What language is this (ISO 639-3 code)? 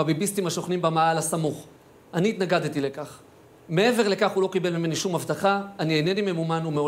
heb